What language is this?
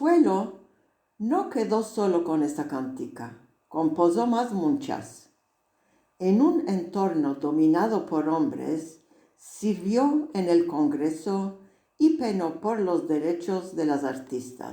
Ladino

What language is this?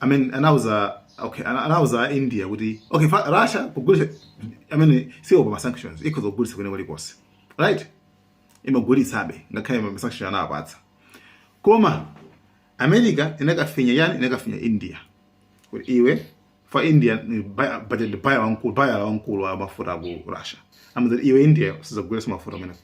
Nyanja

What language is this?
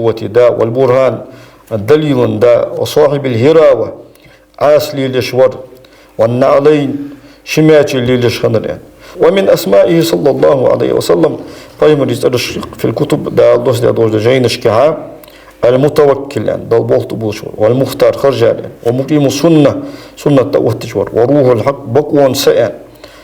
Ingush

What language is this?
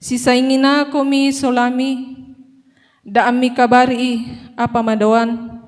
Toraja-Sa'dan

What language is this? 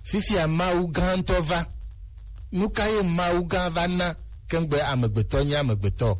Gen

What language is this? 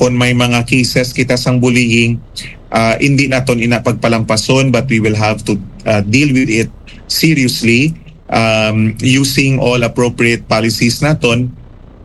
Hiligaynon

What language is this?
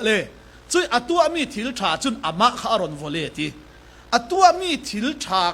Falam Chin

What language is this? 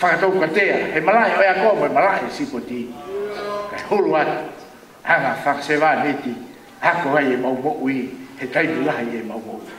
Tongan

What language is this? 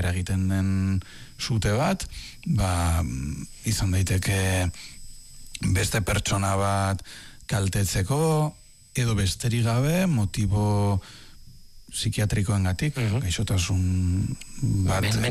Basque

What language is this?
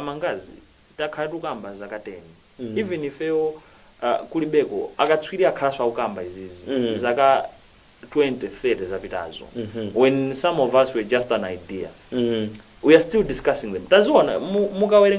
Nyanja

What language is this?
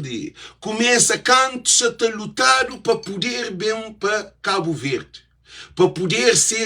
Kabuverdianu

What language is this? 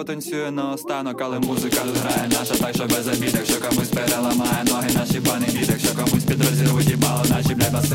Ukrainian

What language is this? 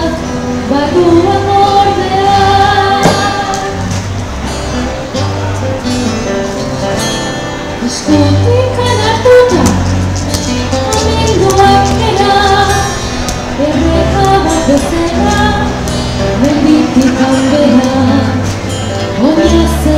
Basque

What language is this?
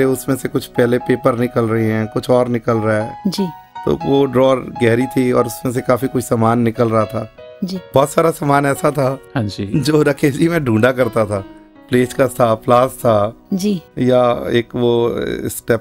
Hindi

